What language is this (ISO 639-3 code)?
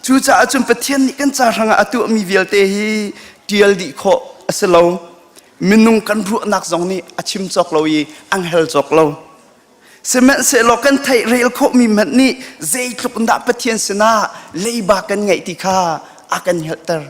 cnh